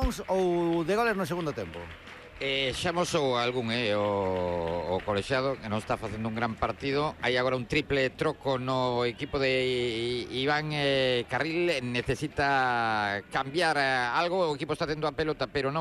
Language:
Galician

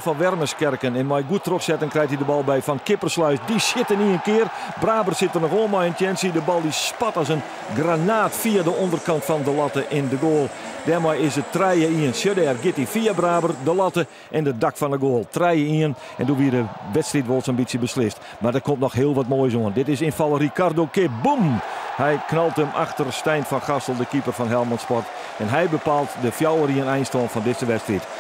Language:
Western Frisian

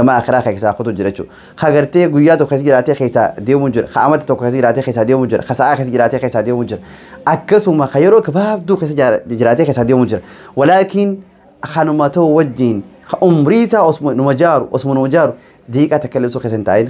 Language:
Oromo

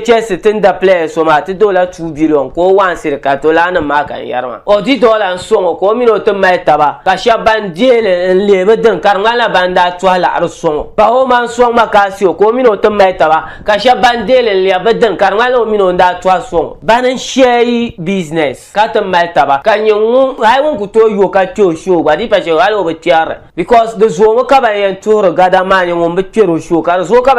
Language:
Dagbani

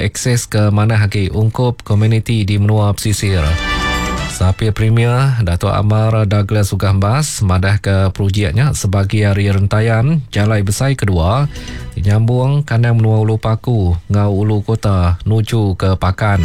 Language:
Iban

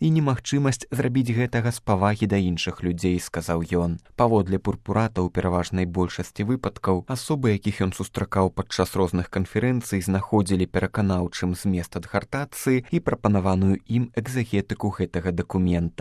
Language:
Belarusian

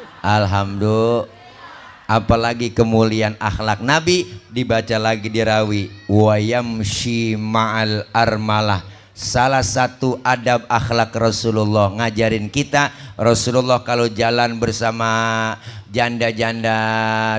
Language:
Betawi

